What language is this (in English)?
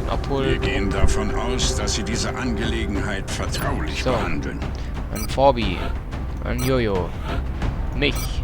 Bavarian